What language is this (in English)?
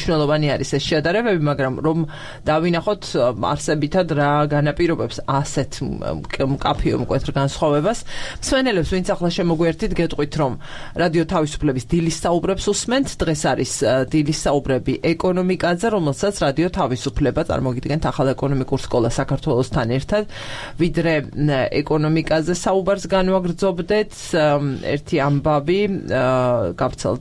Georgian